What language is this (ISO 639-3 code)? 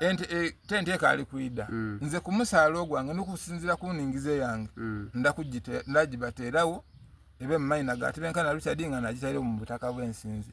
xog